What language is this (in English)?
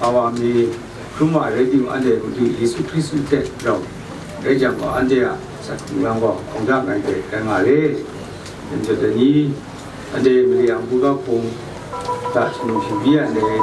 Kachin